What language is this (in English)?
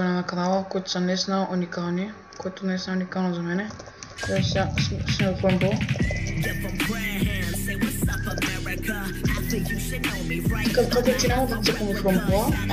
Bulgarian